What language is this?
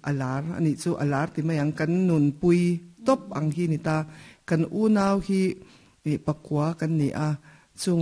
Mizo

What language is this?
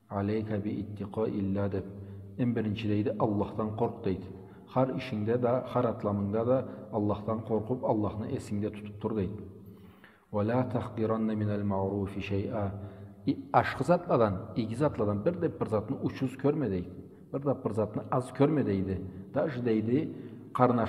Karachay-Balkar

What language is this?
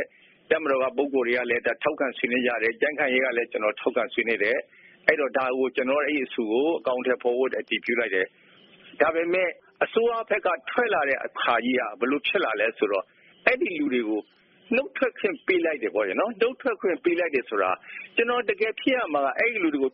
Burmese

